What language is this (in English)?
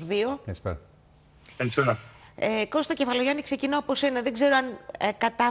Greek